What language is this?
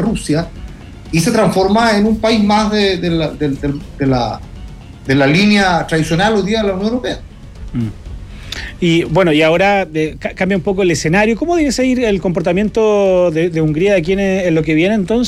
Spanish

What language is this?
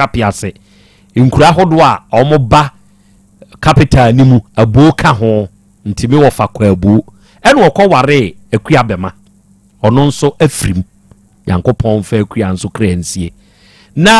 Akan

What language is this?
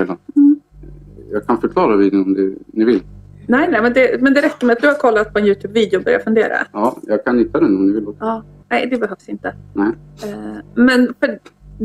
Swedish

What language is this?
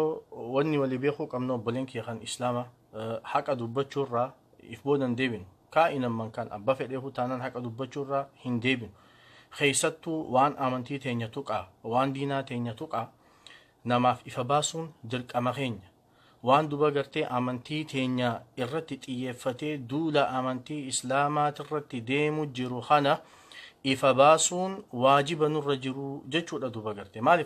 Oromo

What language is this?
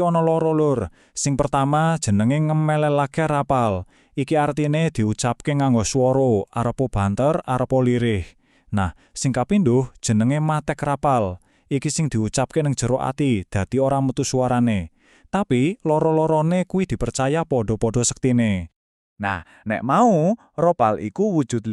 Javanese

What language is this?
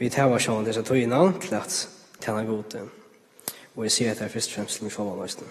Faroese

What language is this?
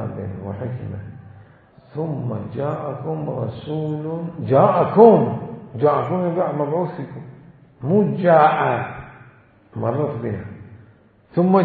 Mesopotamian Arabic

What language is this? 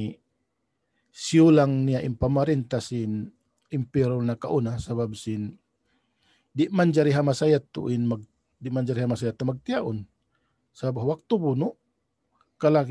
Tausug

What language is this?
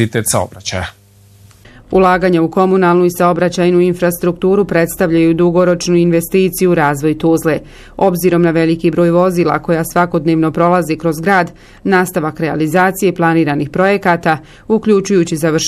Bosnian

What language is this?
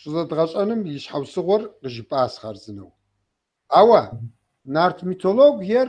Kabardian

